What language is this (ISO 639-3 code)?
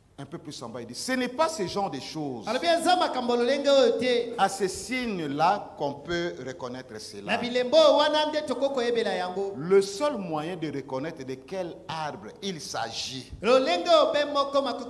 fra